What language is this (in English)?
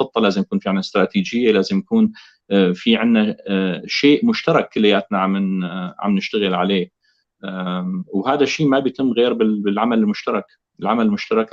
North Levantine Arabic